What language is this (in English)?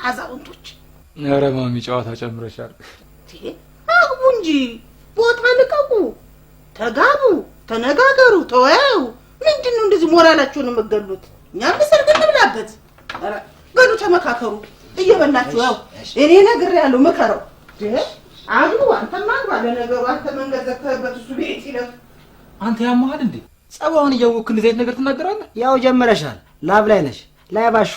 Amharic